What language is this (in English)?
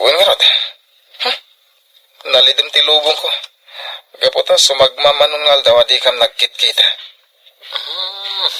Iloko